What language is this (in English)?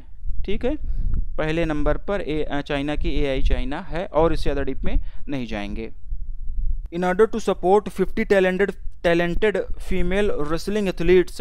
Hindi